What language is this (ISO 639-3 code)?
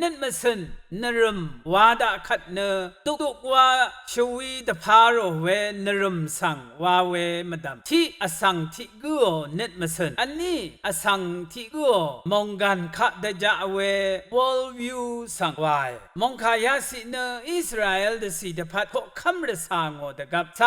raw